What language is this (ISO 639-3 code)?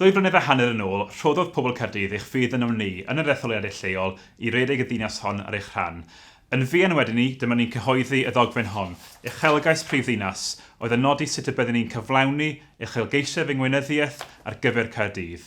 cym